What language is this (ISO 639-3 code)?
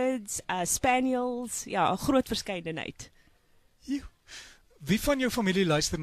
afr